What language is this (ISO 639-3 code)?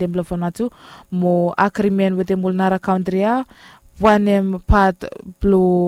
bis